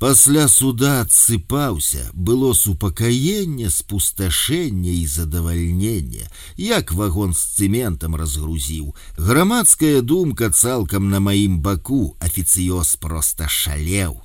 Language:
Belarusian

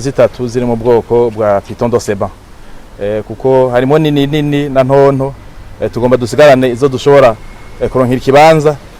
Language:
Rundi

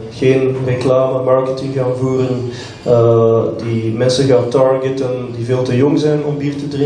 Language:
Dutch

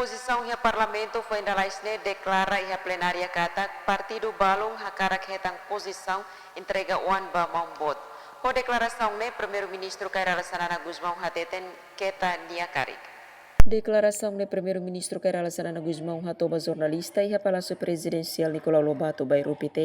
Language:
Tetum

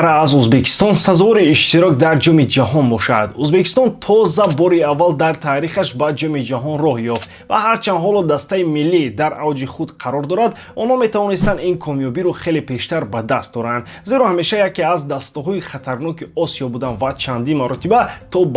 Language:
Tajik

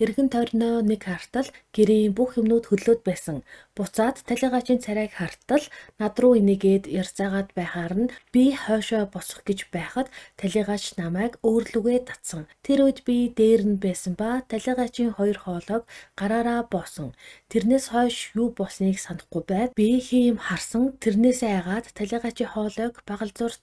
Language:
Mongolian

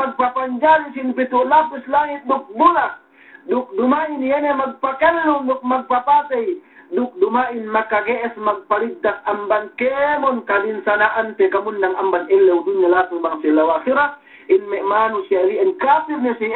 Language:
Yakan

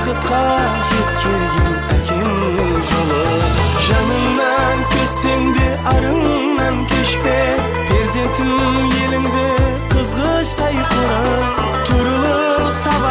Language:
Kara-Kalpak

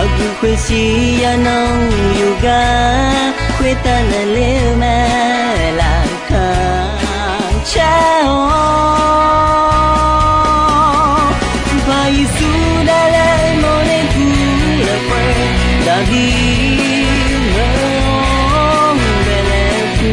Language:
Akha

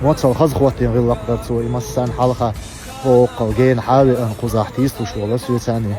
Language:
Chechen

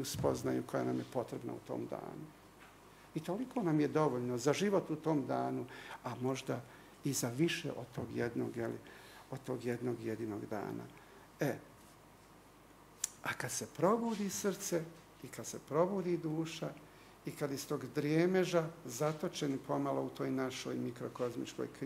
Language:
Bosnian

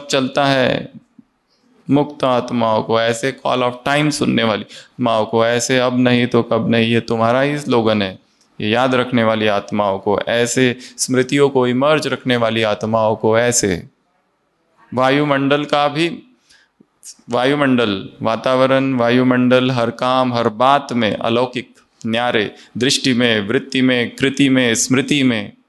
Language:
Hindi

